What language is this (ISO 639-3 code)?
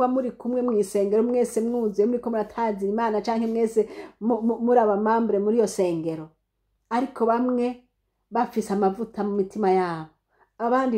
run